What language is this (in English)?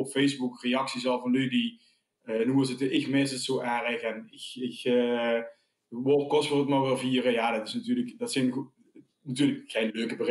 Limburgish